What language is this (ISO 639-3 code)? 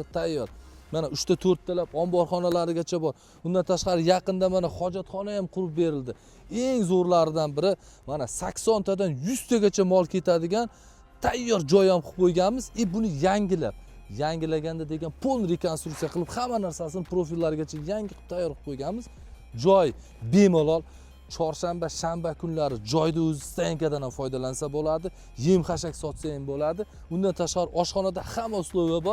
uzb